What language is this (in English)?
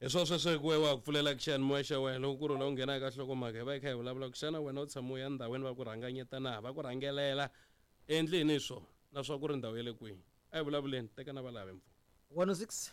Tsonga